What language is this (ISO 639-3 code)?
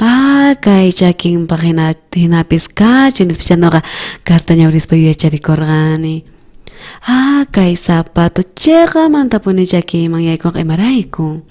quh